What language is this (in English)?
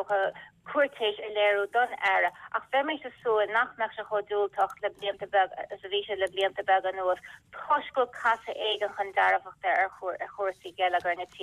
Irish